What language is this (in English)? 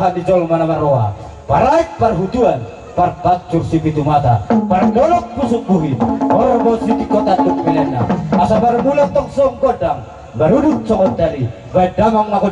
Batak Toba